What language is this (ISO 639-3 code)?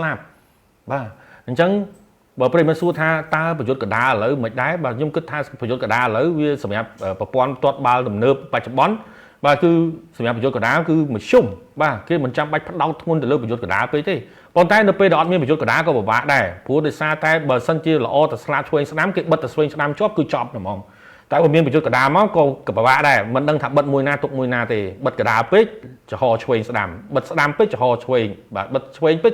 khm